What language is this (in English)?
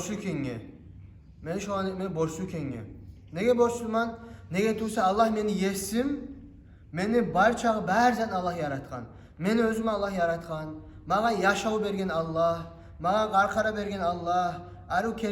Kumyk